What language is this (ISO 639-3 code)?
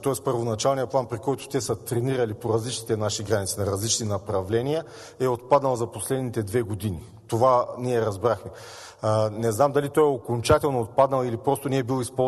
bul